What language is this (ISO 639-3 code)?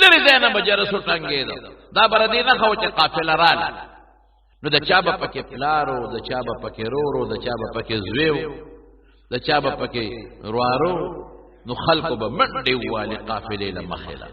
pus